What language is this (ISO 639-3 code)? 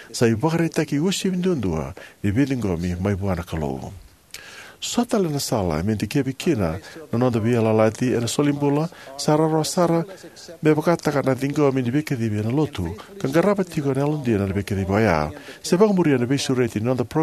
fij